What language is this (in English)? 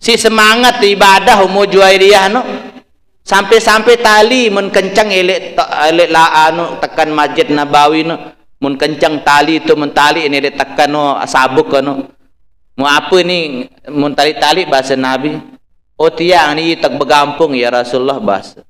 Sasak